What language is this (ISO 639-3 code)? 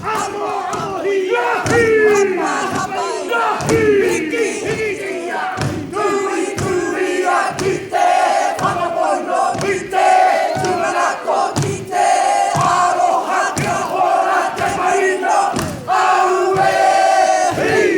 mri